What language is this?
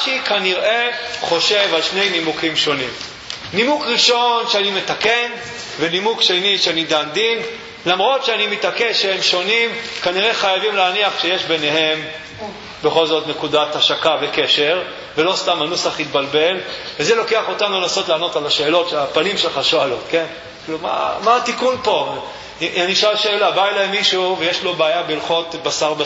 Hebrew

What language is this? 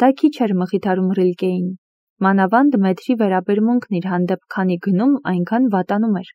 Armenian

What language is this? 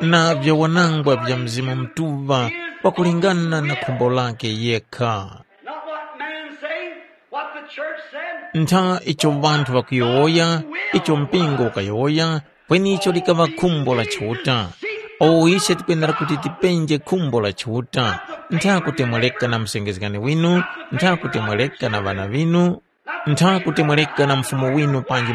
Tumbuka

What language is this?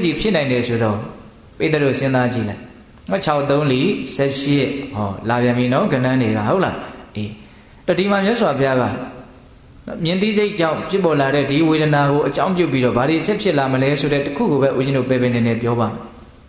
Burmese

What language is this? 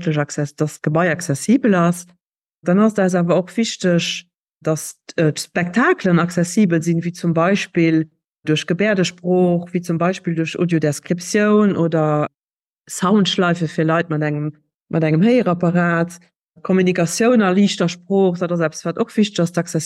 Luxembourgish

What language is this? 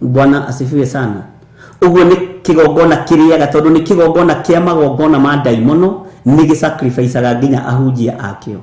Kikuyu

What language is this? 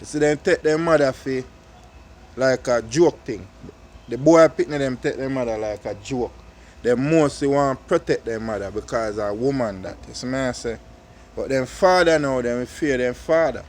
Jamaican Creole English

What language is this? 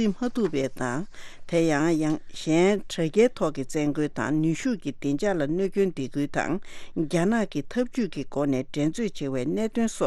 Tibetan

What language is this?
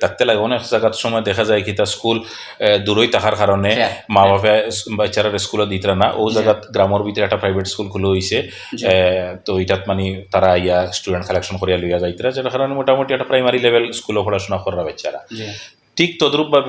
Sylheti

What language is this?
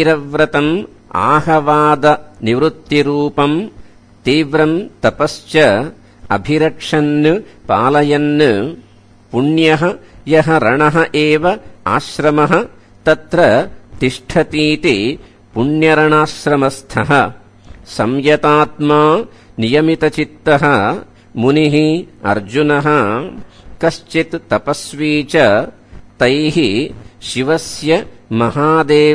Sanskrit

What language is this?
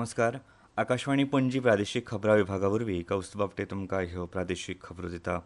Konkani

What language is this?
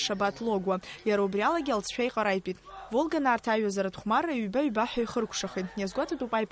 Abkhazian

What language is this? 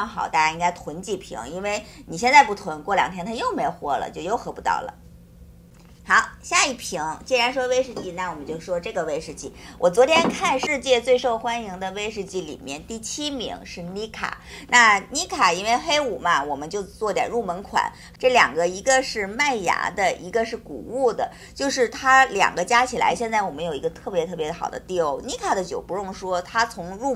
Chinese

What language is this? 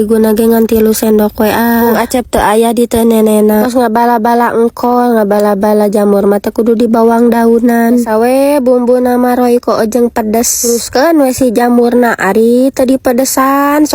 Sundanese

